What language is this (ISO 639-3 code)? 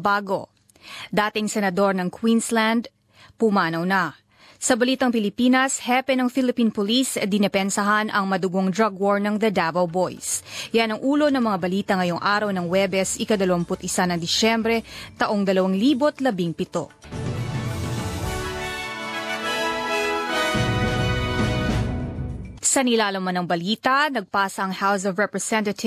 fil